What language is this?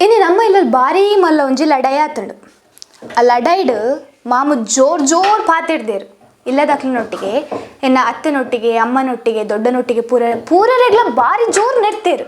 Tulu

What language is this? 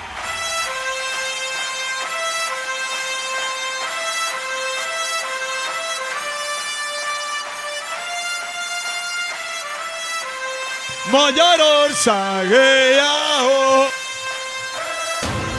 Hungarian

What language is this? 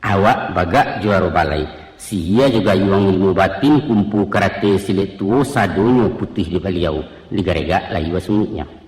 Minangkabau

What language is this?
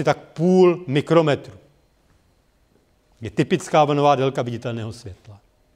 Czech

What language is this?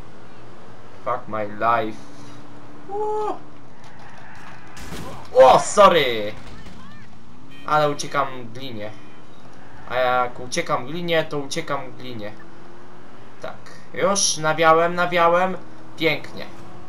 Polish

